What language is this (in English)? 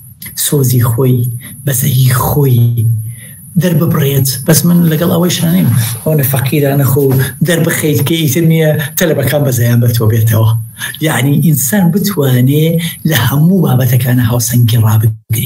Central Kurdish